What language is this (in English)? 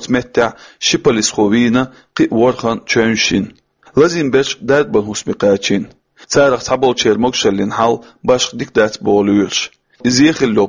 Chechen